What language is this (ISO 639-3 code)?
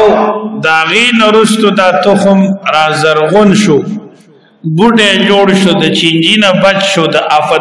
pus